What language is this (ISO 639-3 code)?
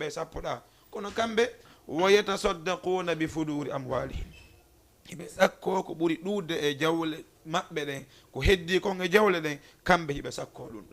ful